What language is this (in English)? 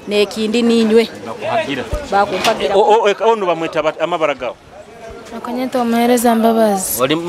Nyoro